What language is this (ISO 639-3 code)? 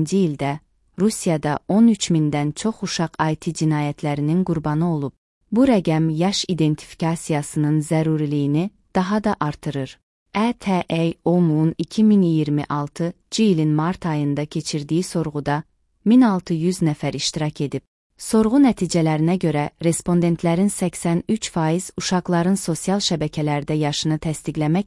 aze